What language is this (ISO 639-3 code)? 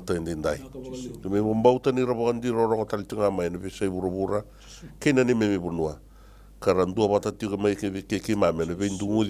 fij